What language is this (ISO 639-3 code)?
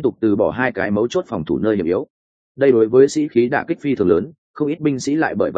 vie